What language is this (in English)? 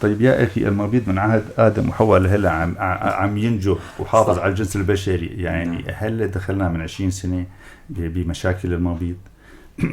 North Levantine Arabic